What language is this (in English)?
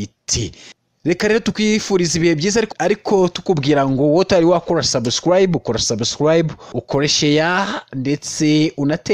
Kinyarwanda